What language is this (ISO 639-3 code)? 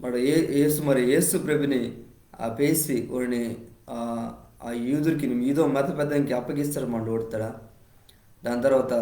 kff